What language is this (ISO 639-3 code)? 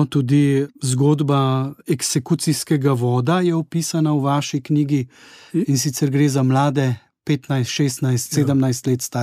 slv